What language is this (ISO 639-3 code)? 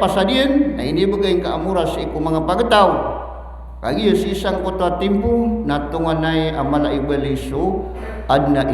mrw